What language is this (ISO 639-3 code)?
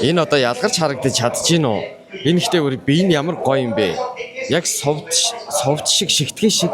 mon